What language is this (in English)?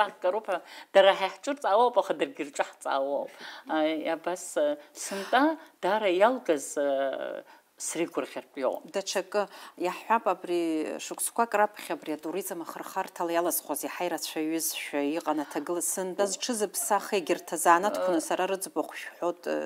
Abkhazian